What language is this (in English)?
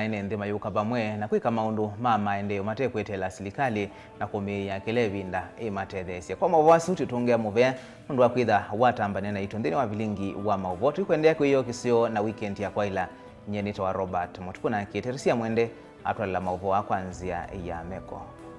Kamba